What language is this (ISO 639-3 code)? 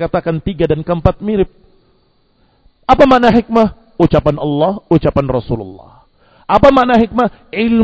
ind